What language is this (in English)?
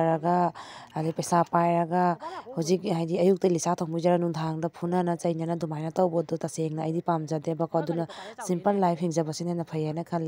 Manipuri